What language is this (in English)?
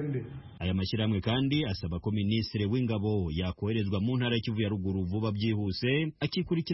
Kinyarwanda